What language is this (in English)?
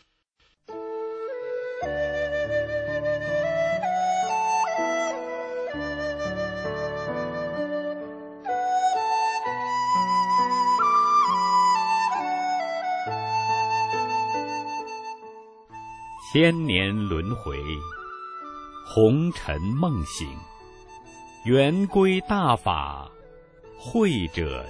Chinese